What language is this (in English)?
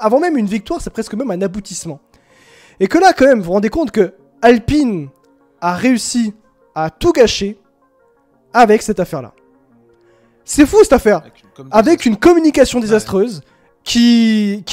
French